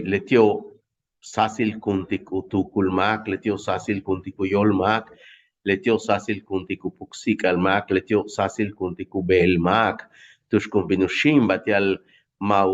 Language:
Yucateco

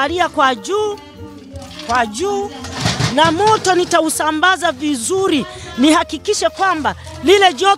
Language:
Swahili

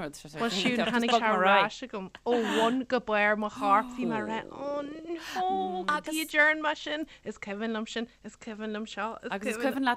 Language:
Irish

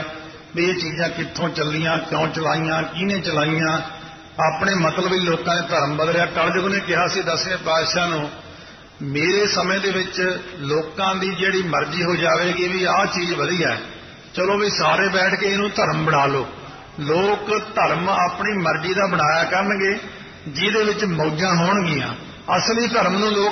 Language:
Punjabi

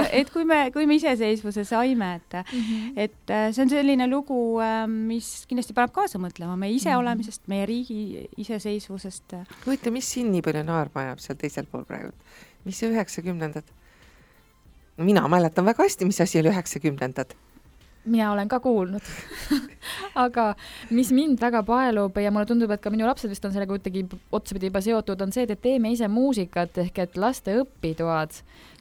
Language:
Estonian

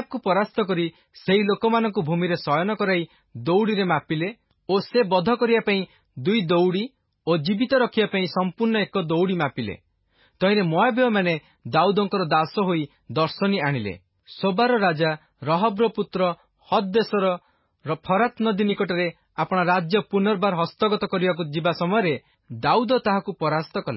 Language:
Odia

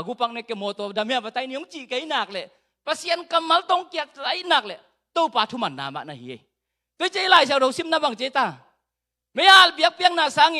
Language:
Tedim Chin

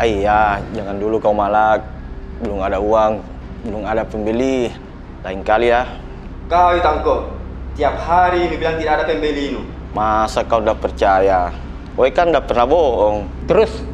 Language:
Makassar Malay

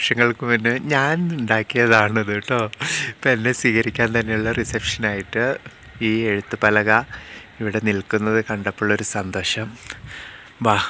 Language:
Malayalam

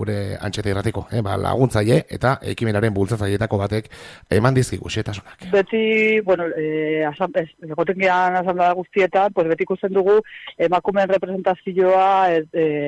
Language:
Basque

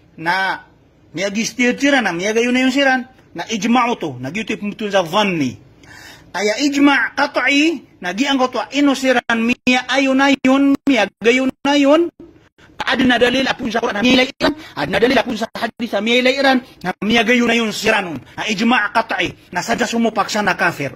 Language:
Maranao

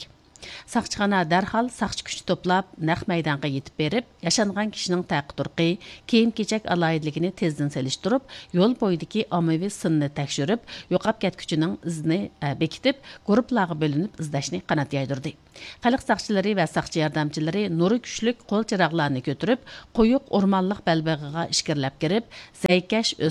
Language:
Uyghur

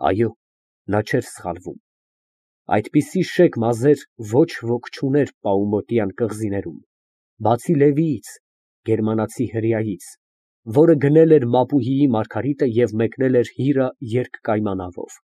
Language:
Armenian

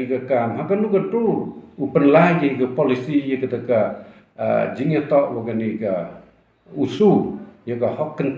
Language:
Pnar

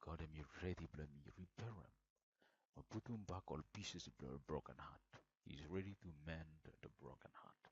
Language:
Bislama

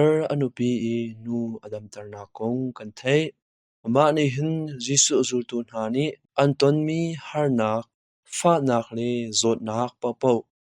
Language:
Hakha Chin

